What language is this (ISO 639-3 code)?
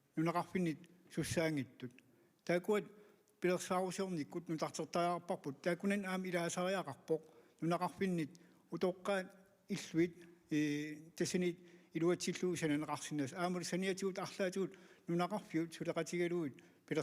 kal